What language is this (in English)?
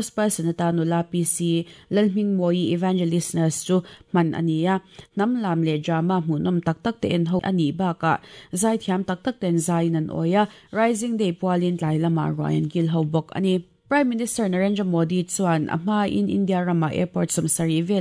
Mizo